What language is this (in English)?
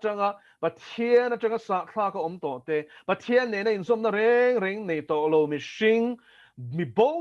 Mizo